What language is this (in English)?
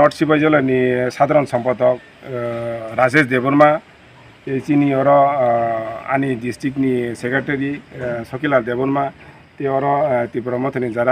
Kok Borok